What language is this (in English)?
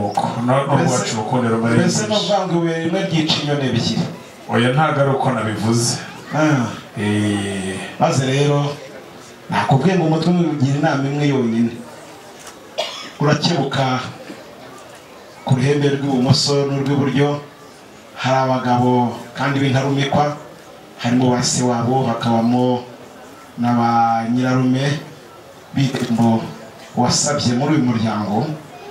Kinyarwanda